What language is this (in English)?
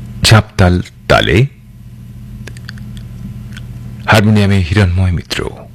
Bangla